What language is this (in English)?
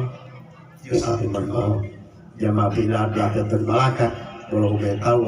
Gorontalo